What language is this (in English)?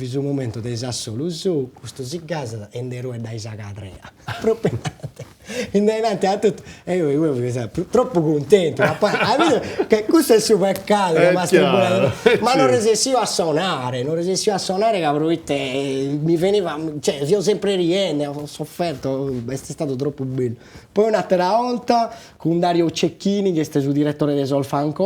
Sardinian